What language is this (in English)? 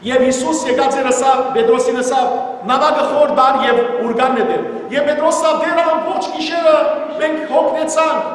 Western Armenian